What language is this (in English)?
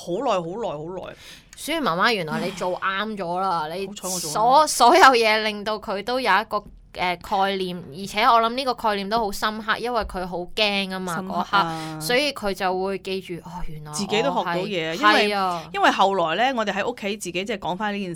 Cantonese